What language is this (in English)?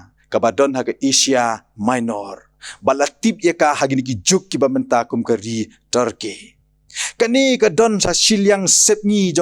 Khasi